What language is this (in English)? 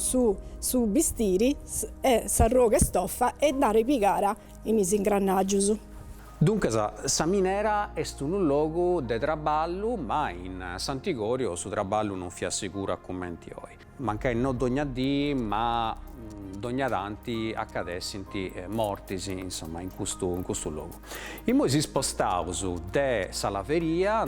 Sardinian